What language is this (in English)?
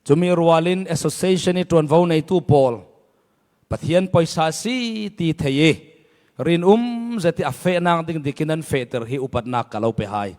Falam Chin